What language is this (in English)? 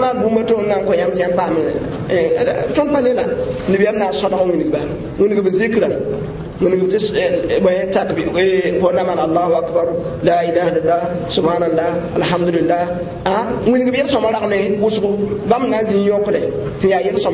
Mossi